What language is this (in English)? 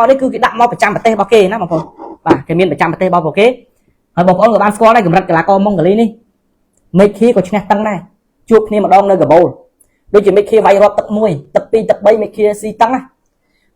Khmer